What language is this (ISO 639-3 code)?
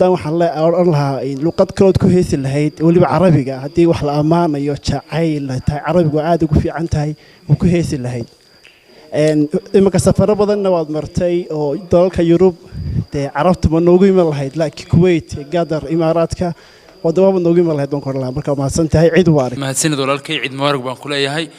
som